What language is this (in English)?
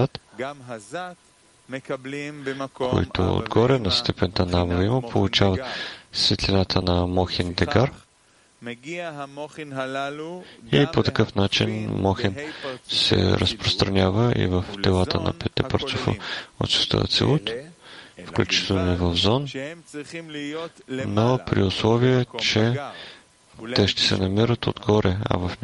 Bulgarian